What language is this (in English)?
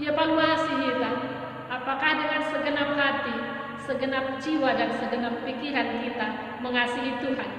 Batak Simalungun